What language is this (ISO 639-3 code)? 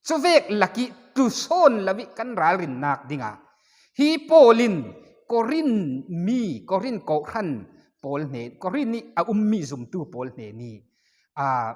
cfm